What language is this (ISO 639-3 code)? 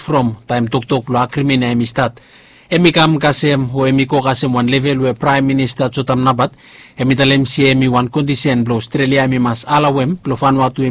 bis